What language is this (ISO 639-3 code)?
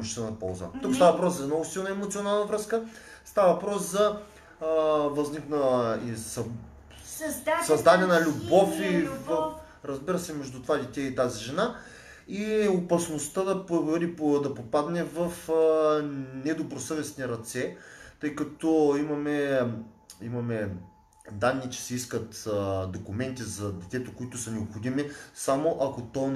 bul